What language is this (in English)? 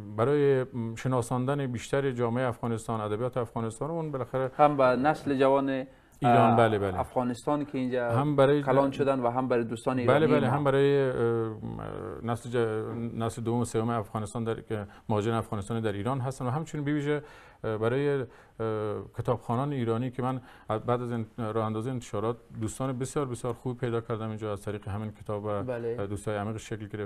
Persian